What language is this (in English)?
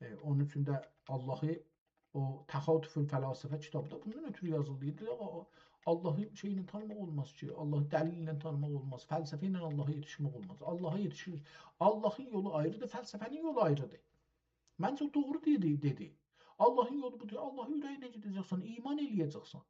South Azerbaijani